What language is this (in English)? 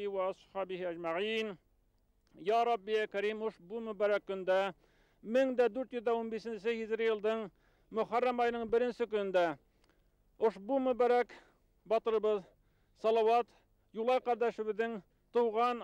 Bashkir